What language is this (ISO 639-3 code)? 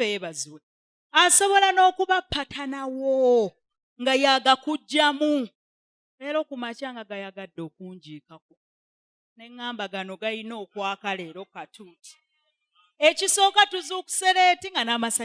lug